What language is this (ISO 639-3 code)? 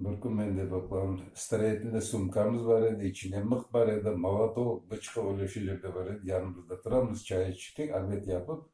crh